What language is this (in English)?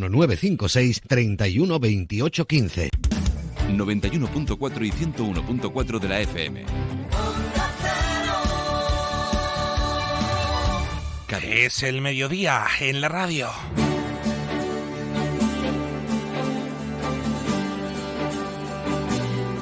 Spanish